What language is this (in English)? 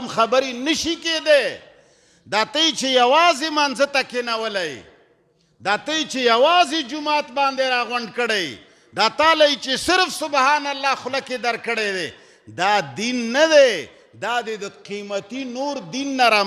Pashto